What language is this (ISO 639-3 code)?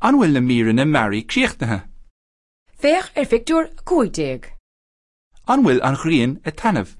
gle